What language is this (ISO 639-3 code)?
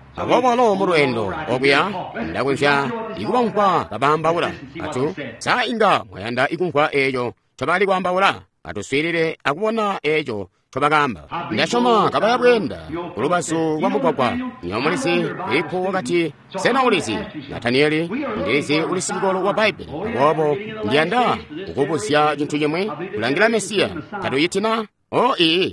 toi